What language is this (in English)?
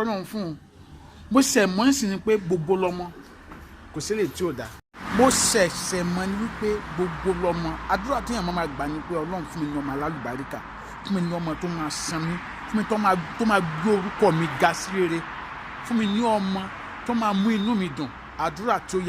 Yoruba